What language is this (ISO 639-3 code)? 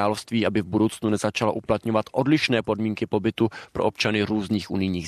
ces